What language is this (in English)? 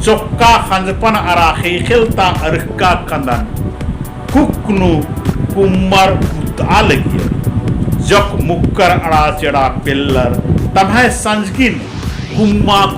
Kurukh